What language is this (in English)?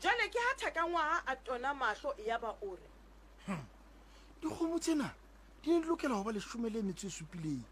Southern Sotho